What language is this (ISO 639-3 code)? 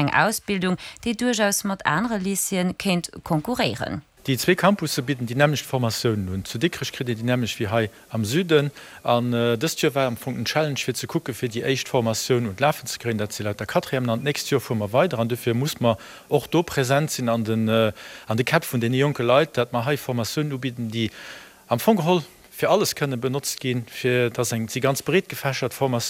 ltz